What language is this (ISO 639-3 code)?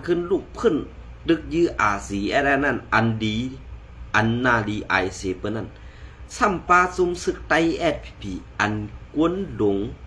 shn